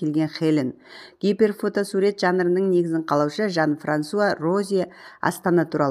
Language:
Kazakh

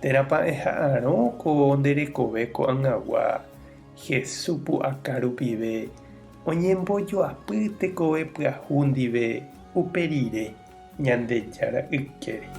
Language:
Guarani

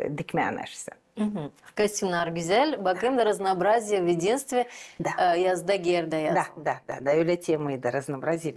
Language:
Gagauz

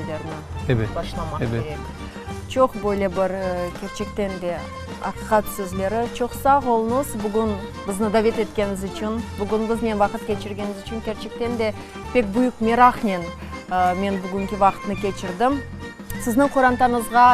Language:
Crimean Tatar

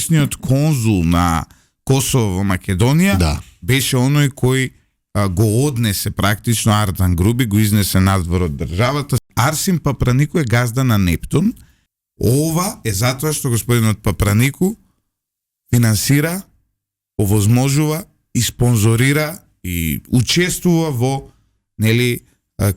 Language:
Macedonian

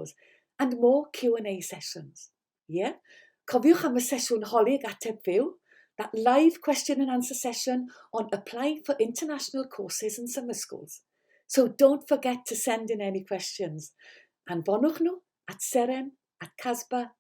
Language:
English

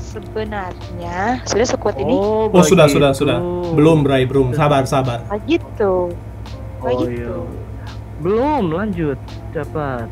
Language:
Manado Malay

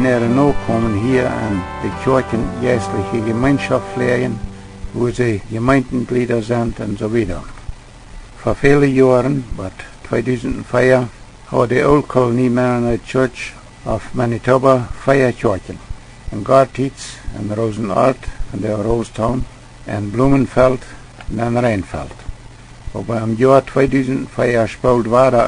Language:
Plautdietsch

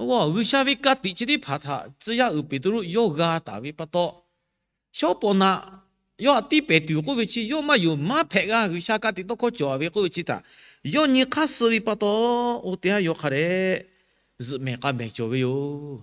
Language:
Lahu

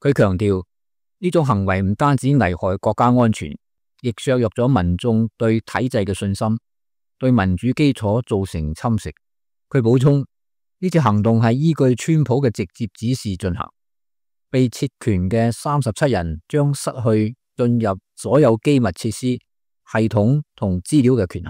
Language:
Cantonese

